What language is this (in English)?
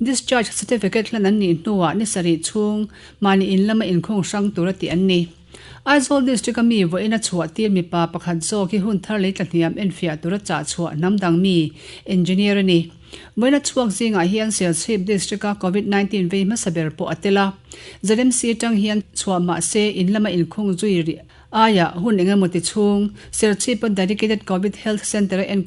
Mizo